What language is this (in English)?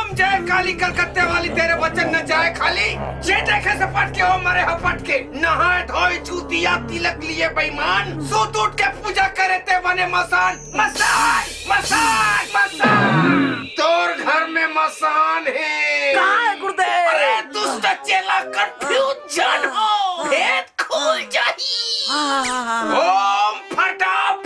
Chhattisgarhi